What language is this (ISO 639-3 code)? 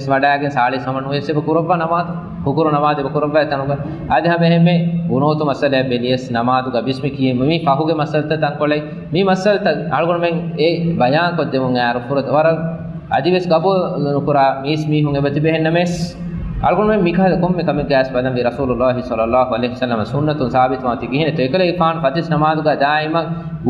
div